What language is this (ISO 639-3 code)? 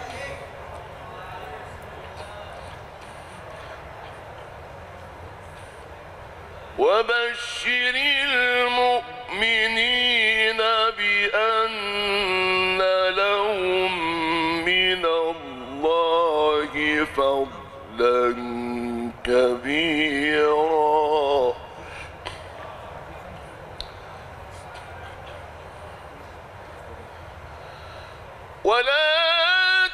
ara